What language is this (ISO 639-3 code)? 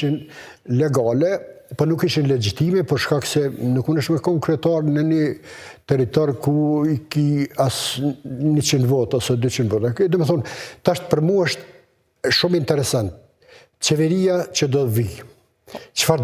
sqi